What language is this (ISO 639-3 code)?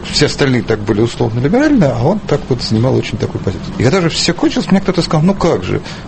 rus